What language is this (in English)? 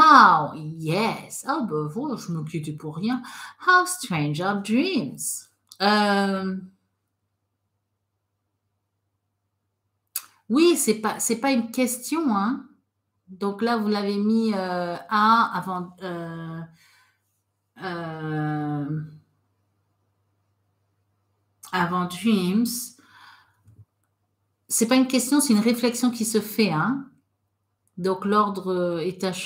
French